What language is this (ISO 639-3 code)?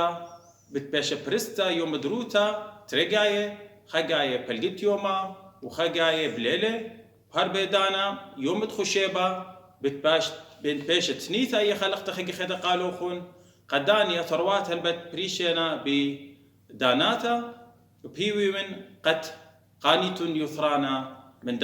aii